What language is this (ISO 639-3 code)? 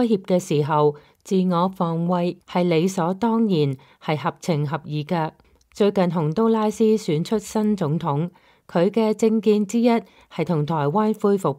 yue